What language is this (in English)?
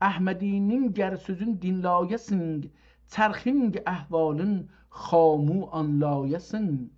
South Azerbaijani